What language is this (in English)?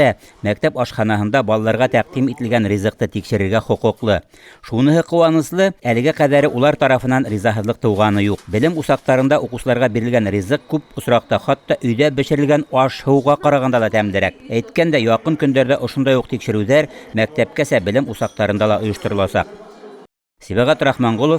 Bashkir